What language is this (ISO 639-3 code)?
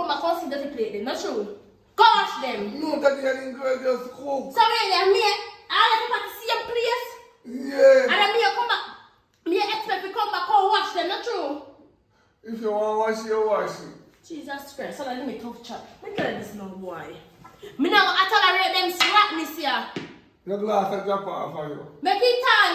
jam